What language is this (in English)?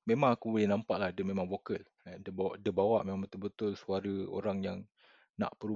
Malay